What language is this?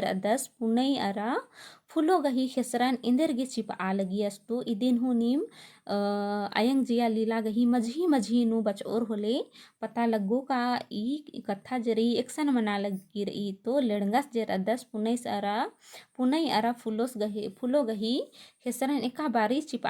Kurukh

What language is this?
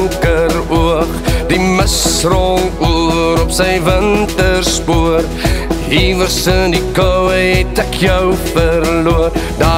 Afrikaans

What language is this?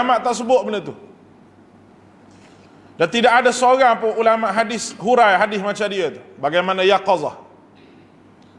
Malay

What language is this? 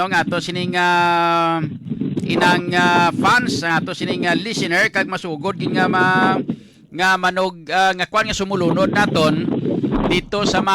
Hiligaynon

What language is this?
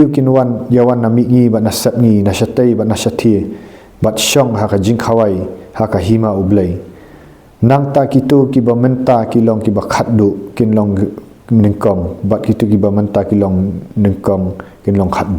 Khasi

